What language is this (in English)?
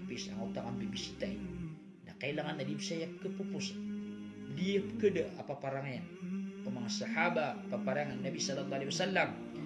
Maranao